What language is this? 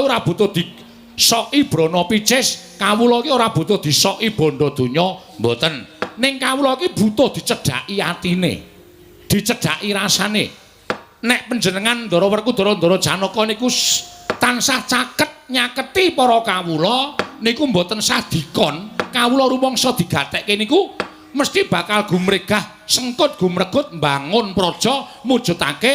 Javanese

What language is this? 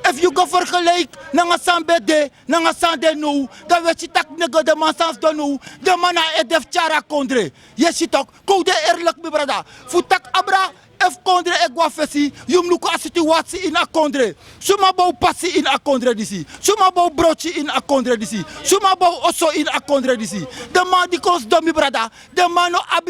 Sranan Tongo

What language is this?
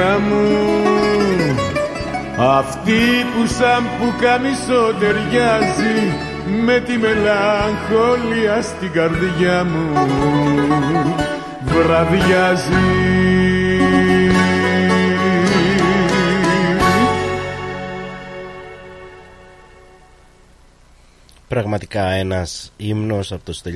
Greek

